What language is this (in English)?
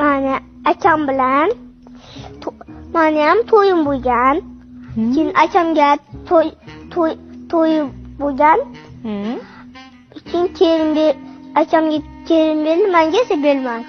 Uzbek